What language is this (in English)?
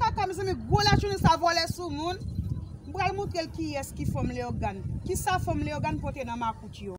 Haitian Creole